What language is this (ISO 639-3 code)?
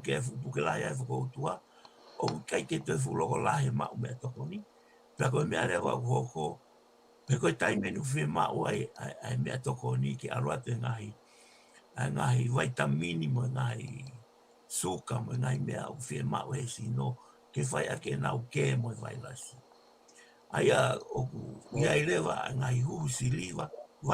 ton